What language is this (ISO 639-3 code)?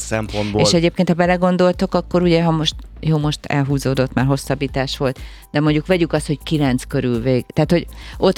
hun